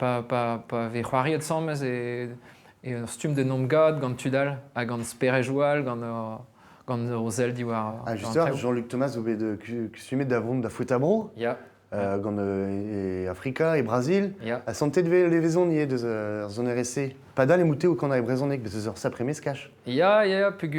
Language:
Breton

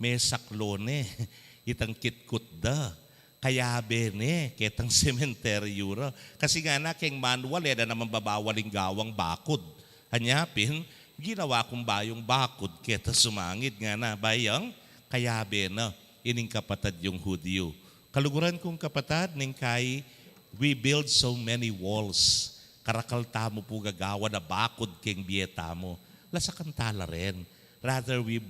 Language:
Pampanga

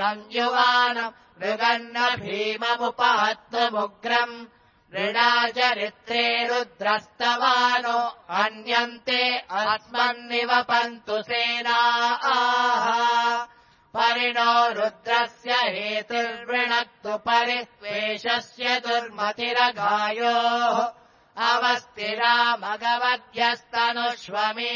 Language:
Sanskrit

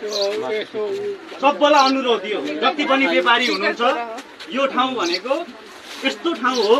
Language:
Nepali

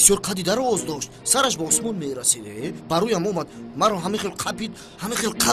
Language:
Tajik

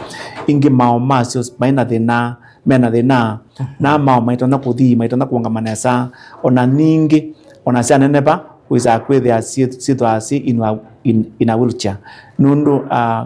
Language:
Kamba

